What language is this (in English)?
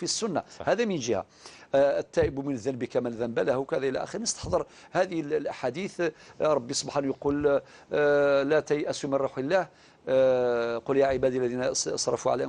Algerian Arabic